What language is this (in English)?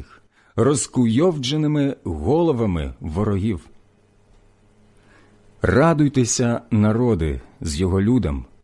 Ukrainian